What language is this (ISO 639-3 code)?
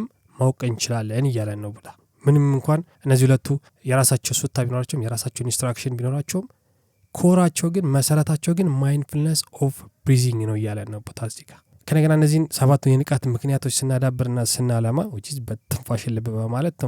amh